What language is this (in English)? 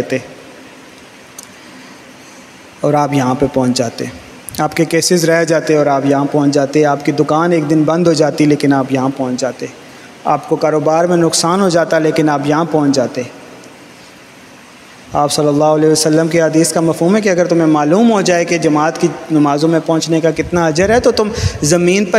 Urdu